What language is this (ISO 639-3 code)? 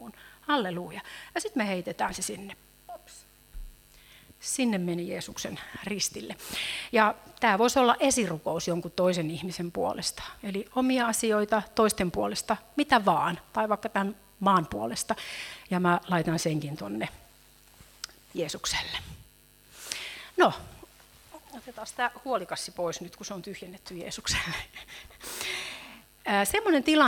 fin